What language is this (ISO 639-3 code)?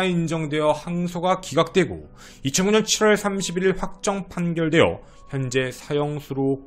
kor